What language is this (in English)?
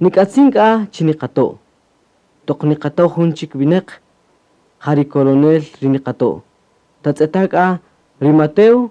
Kaqchikel